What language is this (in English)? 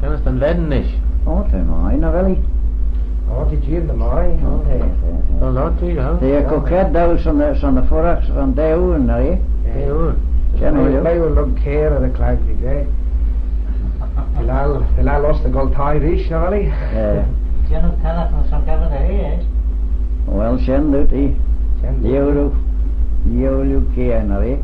Manx